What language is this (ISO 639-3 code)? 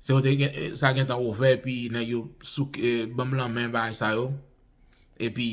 hat